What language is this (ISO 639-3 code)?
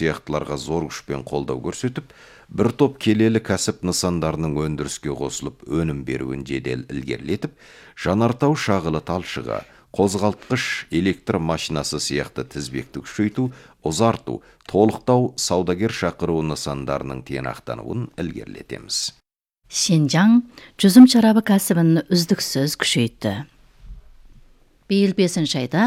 kaz